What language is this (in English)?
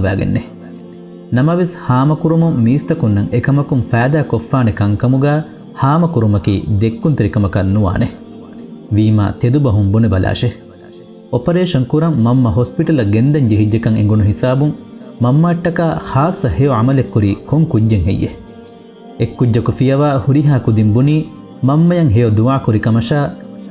Divehi